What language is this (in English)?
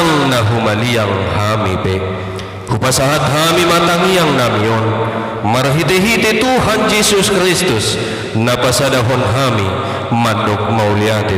Batak Toba